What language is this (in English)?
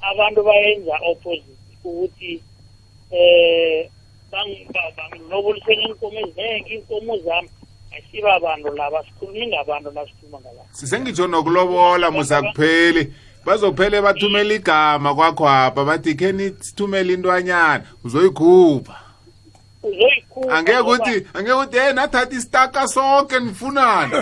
South Ndebele